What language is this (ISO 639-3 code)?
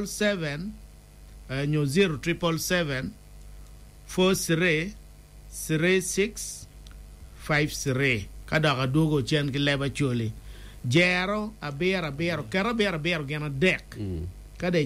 ach